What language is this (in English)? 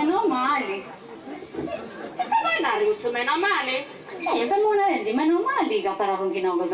Sardinian